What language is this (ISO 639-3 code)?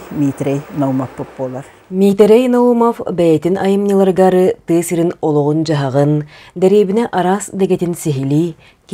sah